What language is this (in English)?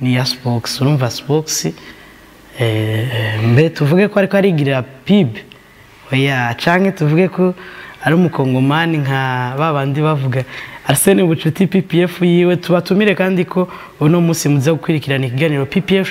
Rundi